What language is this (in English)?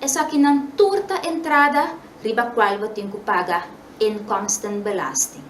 Papiamento